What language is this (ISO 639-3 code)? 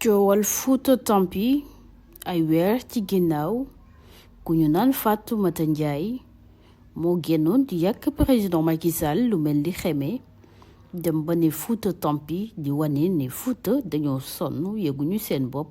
wol